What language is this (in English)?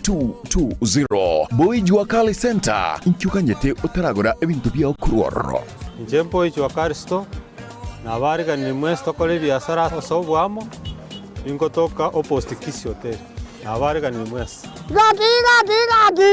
Gusii